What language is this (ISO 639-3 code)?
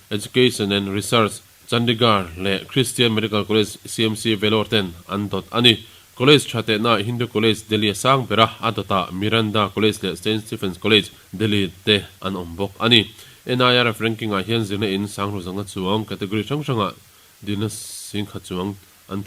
lus